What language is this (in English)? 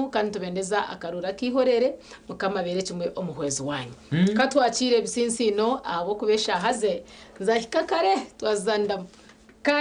Nyankole